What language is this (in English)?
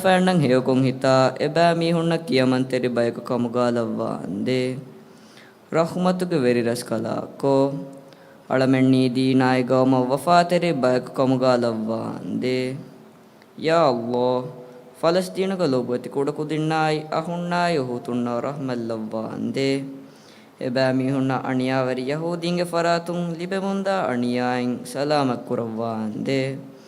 Divehi